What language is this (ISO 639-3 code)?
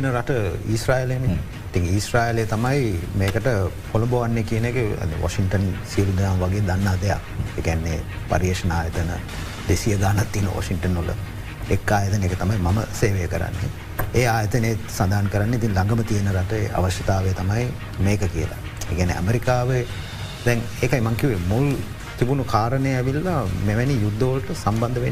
sin